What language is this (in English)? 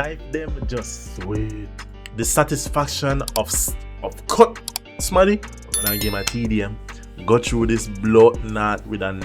Jamaican Creole English